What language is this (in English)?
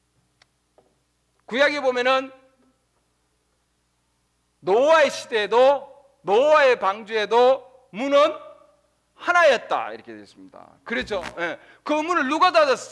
Korean